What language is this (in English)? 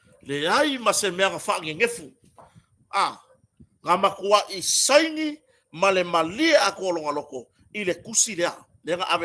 Samoan